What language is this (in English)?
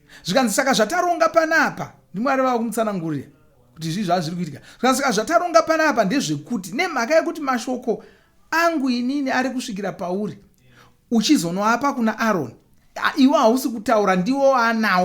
Shona